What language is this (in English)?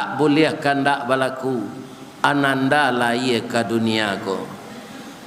Minangkabau